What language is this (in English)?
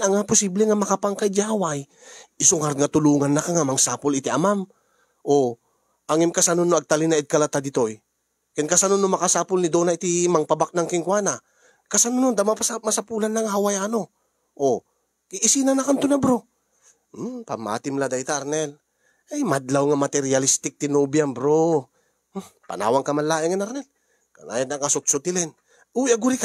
Iloko